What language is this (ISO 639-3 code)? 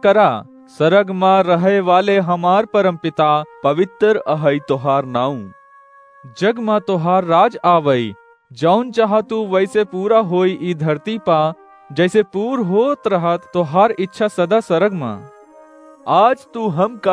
awa